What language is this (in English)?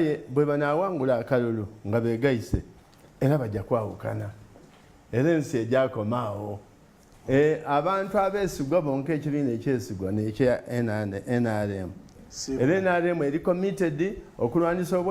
Soga